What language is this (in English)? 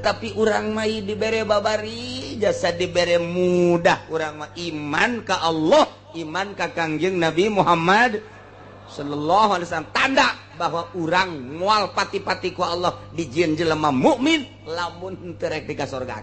Sundanese